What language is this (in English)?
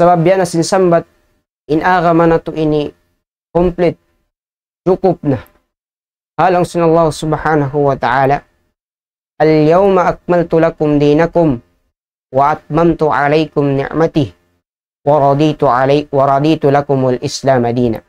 Tausug